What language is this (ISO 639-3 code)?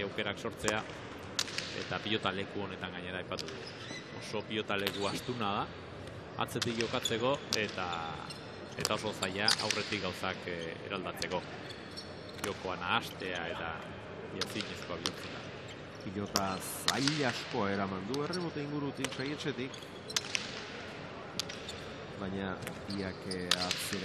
eus